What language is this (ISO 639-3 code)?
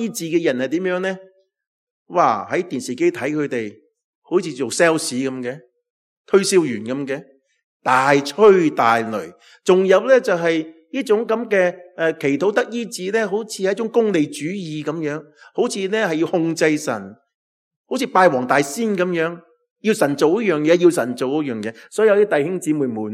yue